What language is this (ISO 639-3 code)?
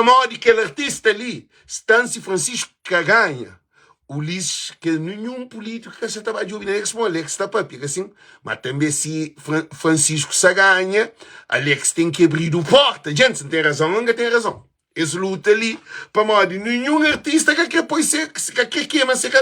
kea